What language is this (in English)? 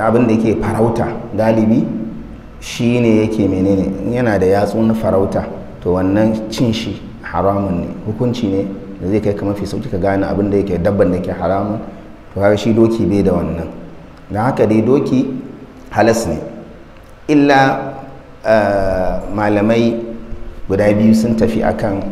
Hausa